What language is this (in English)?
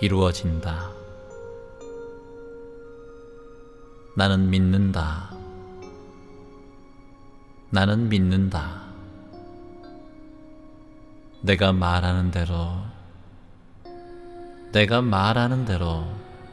Korean